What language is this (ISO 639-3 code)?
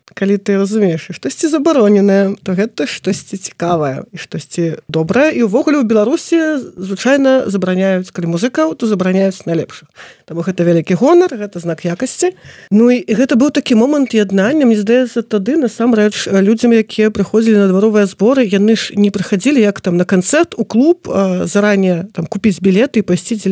bel